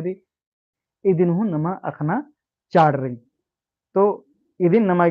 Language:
Kurukh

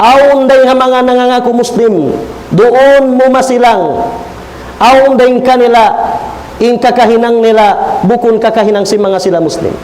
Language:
Tausug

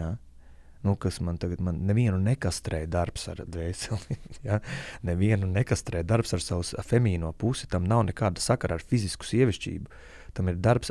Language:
Latvian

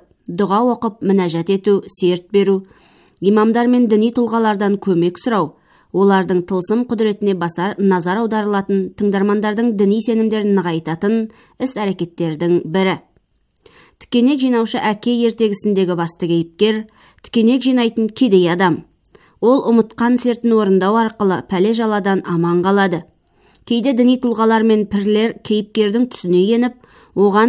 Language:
Kazakh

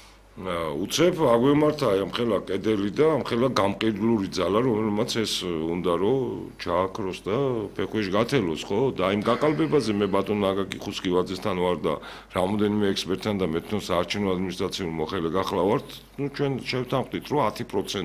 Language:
Georgian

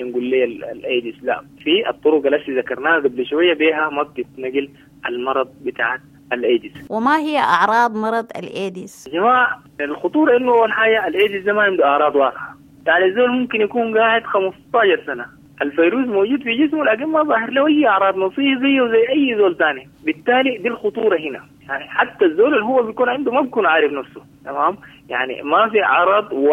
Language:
Sudanese Arabic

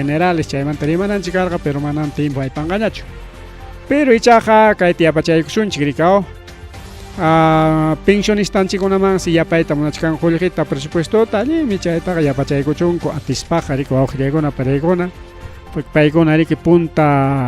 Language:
Ayacucho Quechua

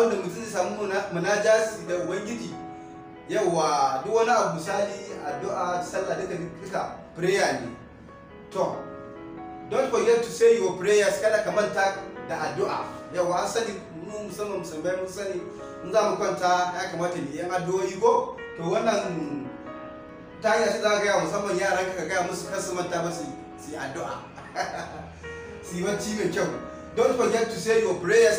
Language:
Hausa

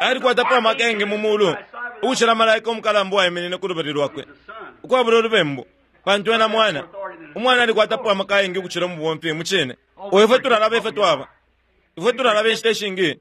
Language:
Bemba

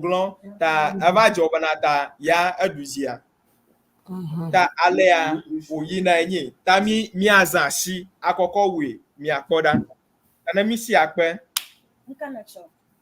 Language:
Ewe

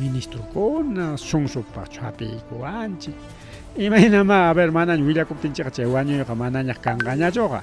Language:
Ayacucho Quechua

